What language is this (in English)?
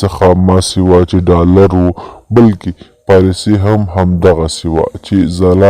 Pashto